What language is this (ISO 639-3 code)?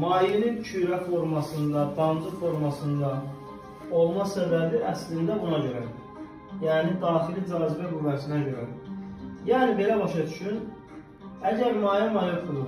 aze